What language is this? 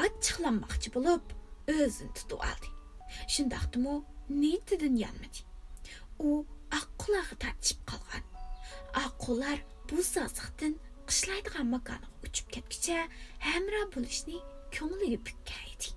Uyghur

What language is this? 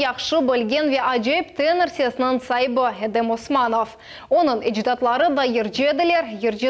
Crimean Tatar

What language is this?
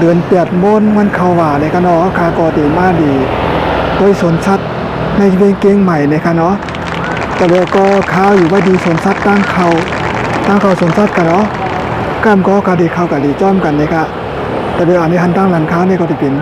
Shan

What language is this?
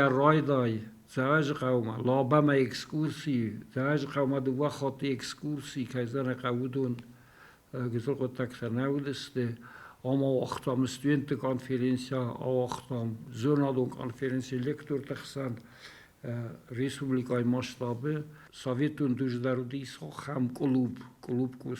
Ossetic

